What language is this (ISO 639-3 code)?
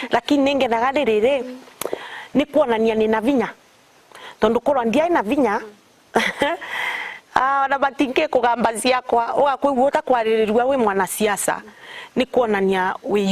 mer